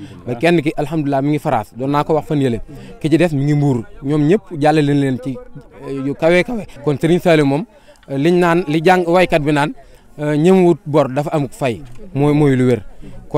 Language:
Wolof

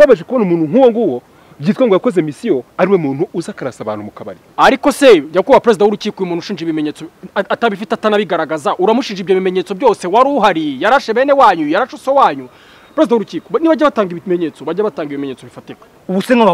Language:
Kinyarwanda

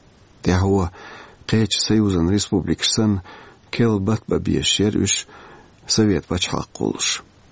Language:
Chechen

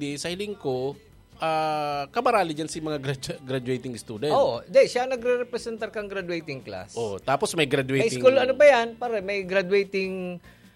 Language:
Bikol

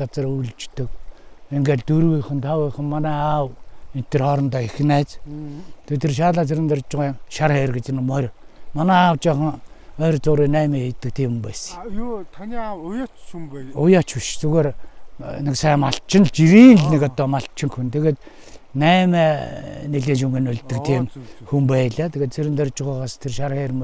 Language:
Mongolian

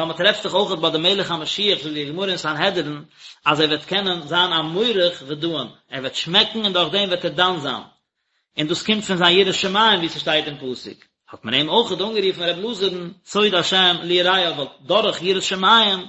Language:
Yiddish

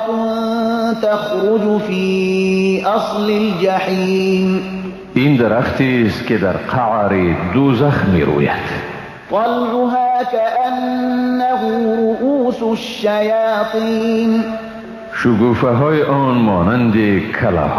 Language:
Persian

